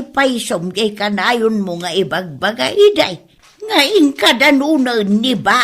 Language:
Iloko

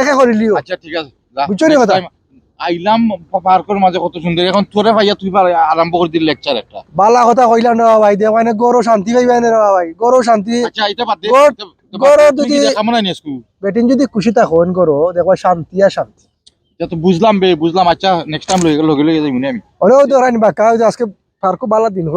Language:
Sylheti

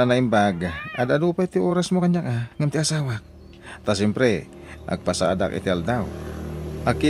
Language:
Iloko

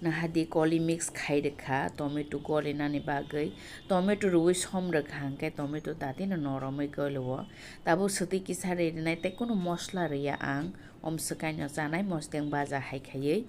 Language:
Kok Borok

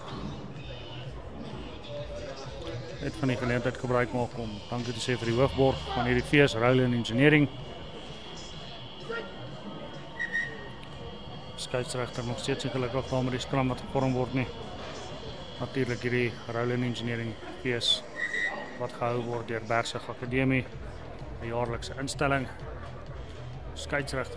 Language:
Afrikaans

